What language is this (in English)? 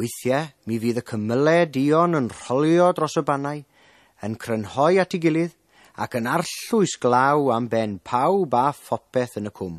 Welsh